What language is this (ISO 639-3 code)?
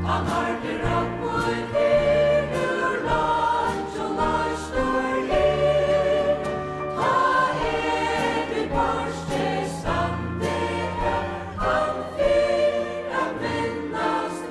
fao